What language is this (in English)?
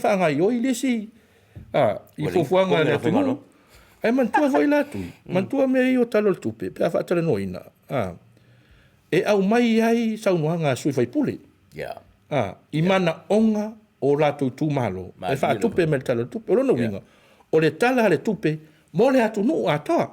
Samoan